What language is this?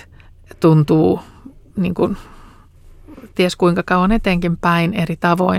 Finnish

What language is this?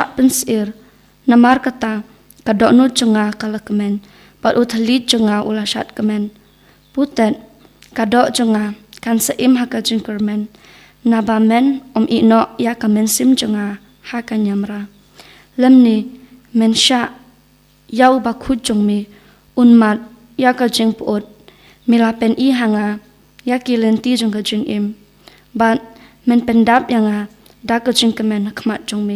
Khasi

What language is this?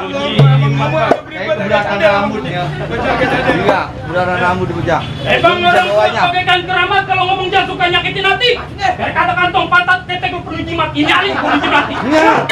Betawi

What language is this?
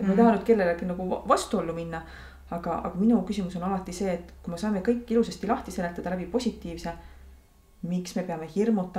Estonian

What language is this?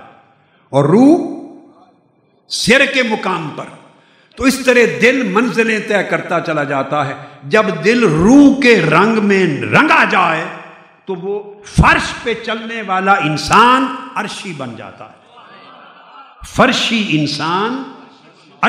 Urdu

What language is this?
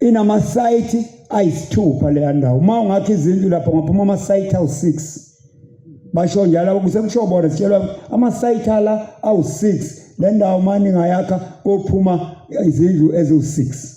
Zulu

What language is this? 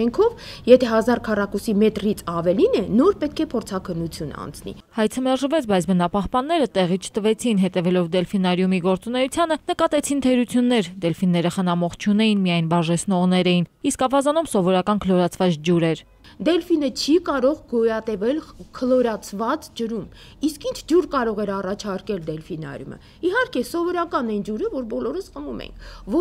Armenian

